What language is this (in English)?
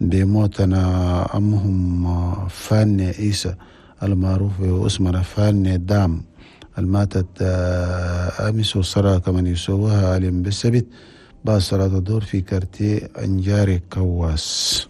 Chadian Arabic